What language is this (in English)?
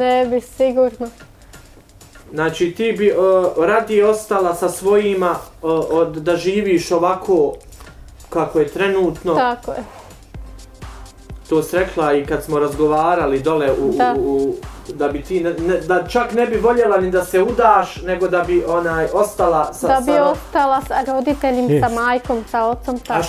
Bosnian